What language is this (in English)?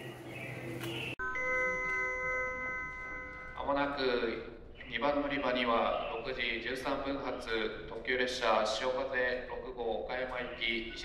Japanese